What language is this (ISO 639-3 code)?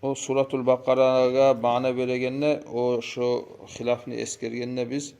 kum